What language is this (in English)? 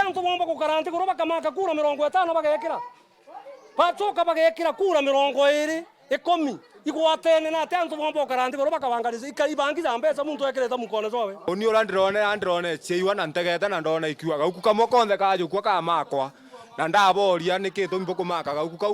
Meru